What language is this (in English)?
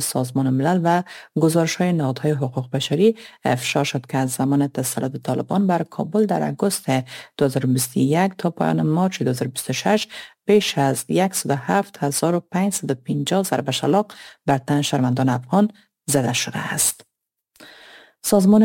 Persian